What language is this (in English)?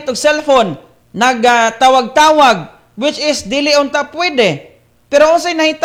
Cebuano